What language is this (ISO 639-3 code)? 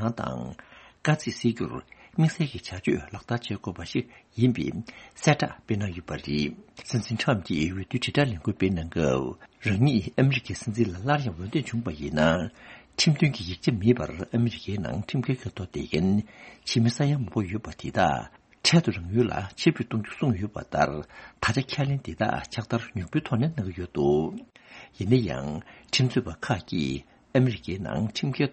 bod